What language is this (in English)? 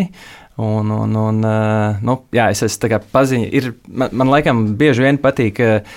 Latvian